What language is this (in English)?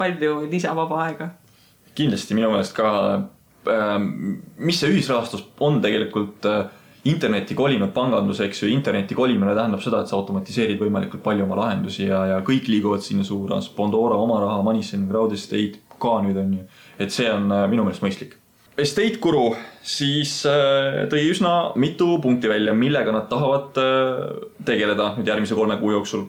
Estonian